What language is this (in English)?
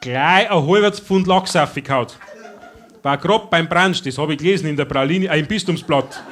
Bavarian